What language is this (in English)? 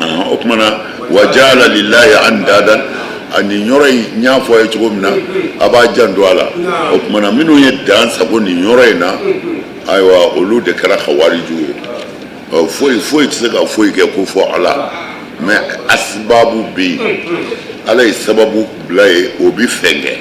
Bambara